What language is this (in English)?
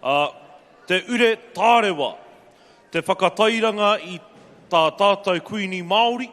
Māori